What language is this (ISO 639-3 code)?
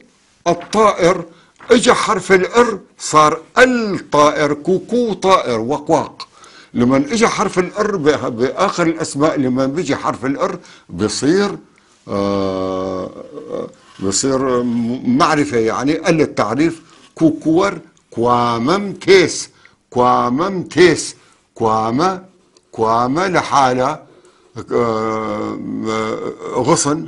apc